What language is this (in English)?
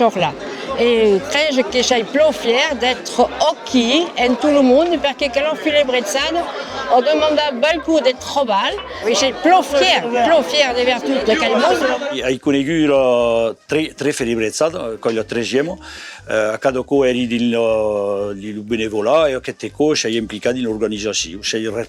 Occitan